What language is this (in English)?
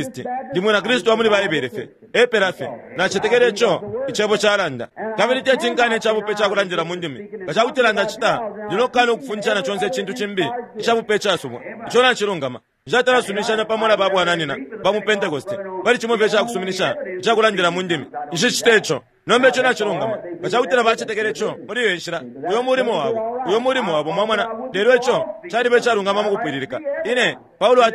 Bemba